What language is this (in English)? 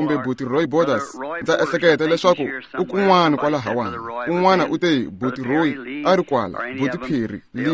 Tsonga